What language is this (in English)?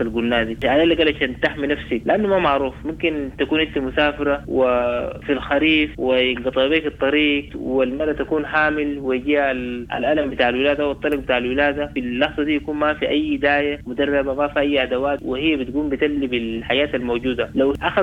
Sudanese Arabic